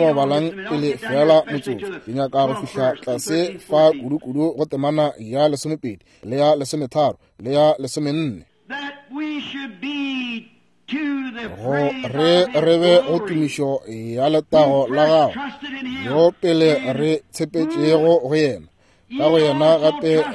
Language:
Northern Sotho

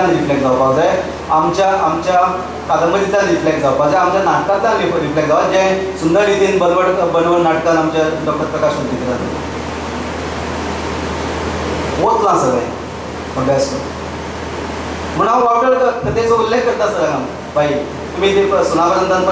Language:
Konkani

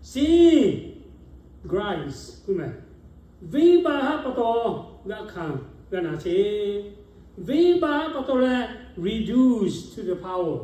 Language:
Lahu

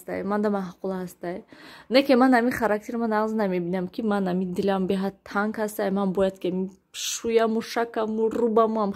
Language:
Tajik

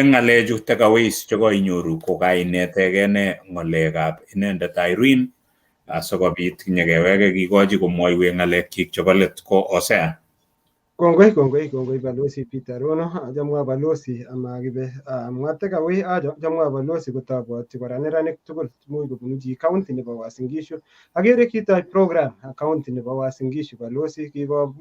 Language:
Kalenjin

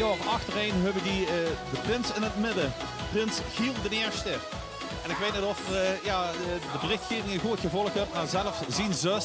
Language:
Limburgish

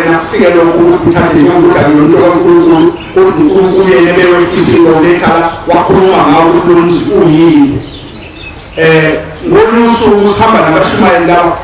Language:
Zulu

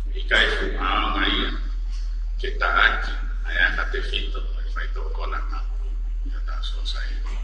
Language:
Tongan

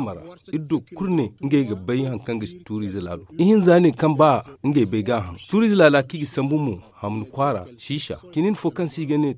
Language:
Zarma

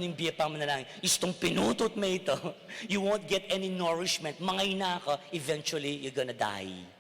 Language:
Pampanga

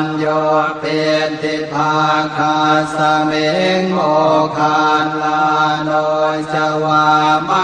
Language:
Pali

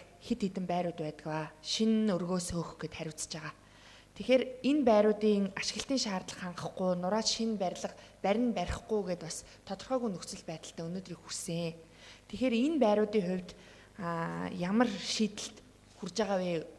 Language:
Mongolian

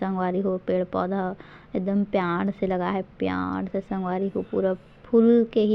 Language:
Chhattisgarhi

